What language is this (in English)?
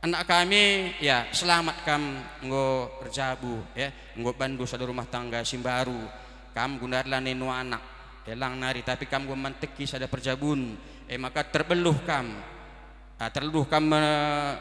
Batak Karo